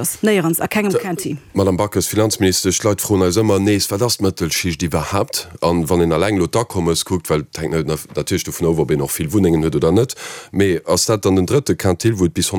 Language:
Luxembourgish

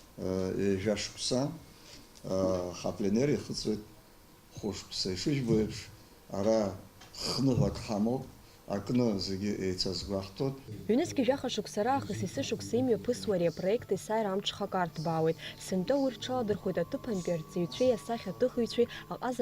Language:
Abkhazian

